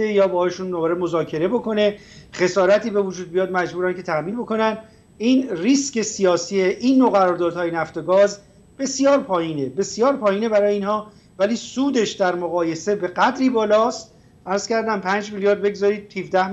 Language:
Persian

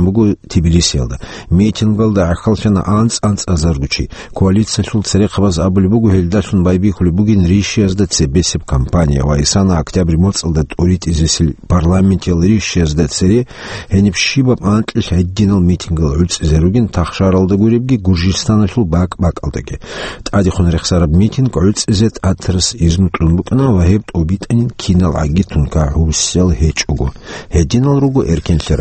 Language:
Avaric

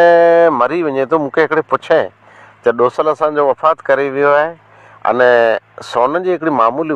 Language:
Sindhi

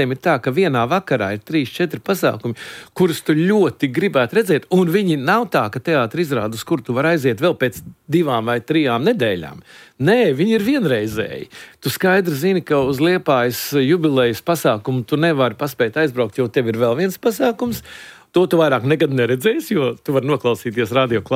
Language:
Latvian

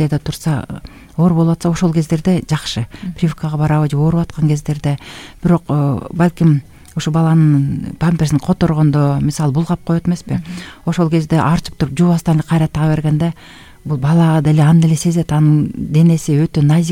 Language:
Kyrgyz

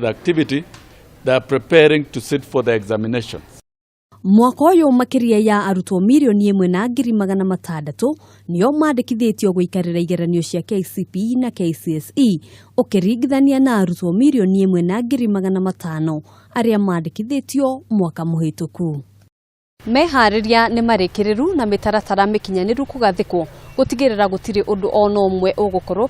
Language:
Kikuyu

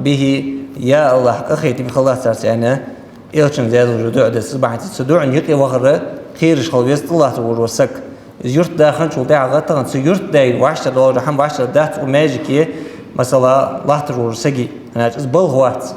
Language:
Ingush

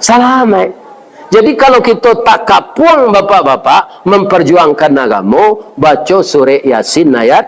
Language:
Minangkabau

